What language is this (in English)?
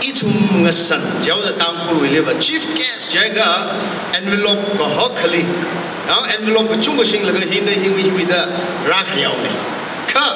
Tangkhul Naga (India)